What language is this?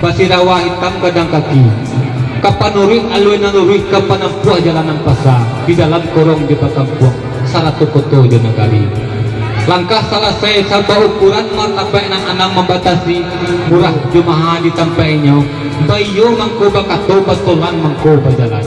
Minangkabau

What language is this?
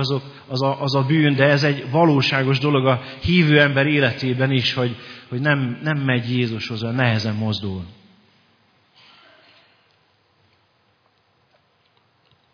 Hungarian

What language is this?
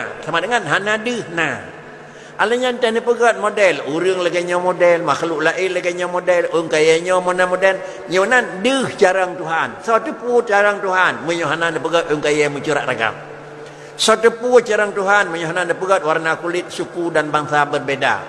Achinese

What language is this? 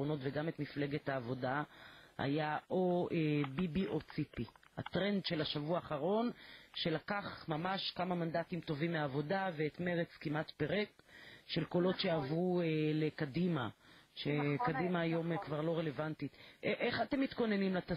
Hebrew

